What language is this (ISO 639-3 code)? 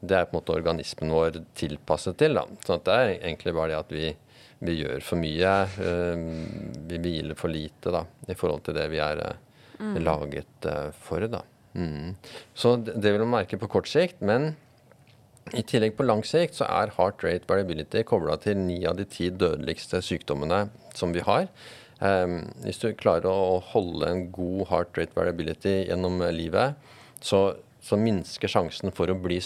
nor